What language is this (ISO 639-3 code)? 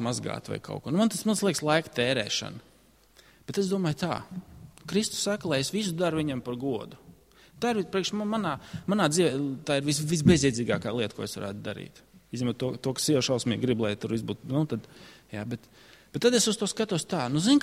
lav